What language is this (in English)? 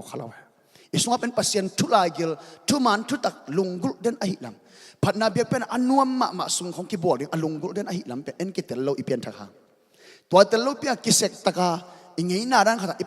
Tedim Chin